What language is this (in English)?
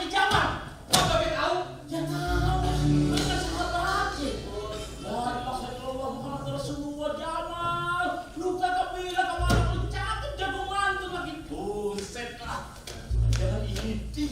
Betawi